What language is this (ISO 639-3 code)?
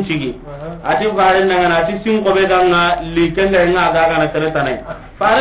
snk